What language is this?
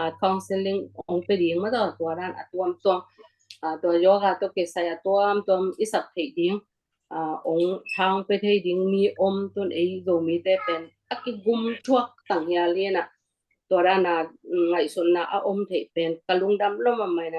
Tedim Chin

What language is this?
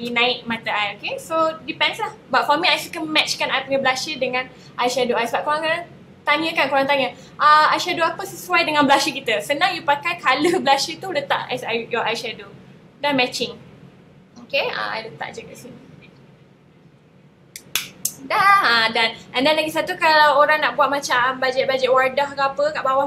Malay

